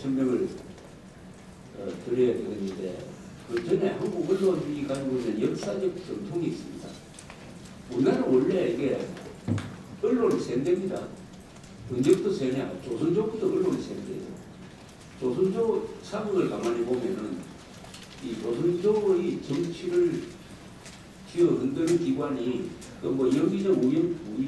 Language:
Korean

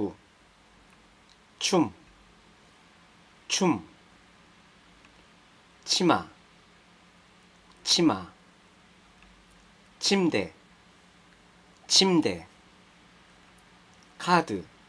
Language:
Korean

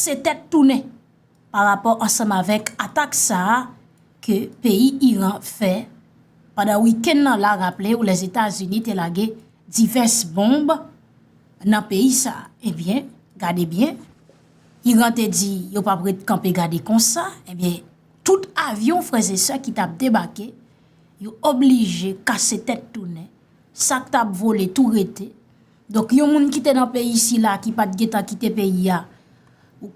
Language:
Haitian Creole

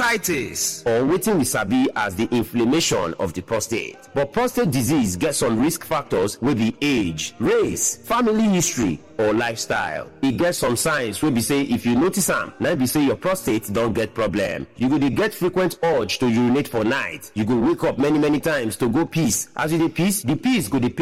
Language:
Nigerian Pidgin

